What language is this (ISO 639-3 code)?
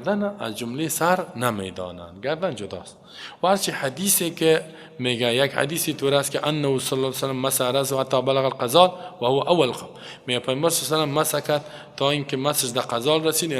fas